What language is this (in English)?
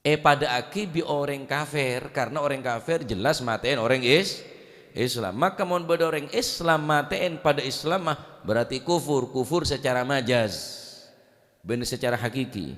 Madurese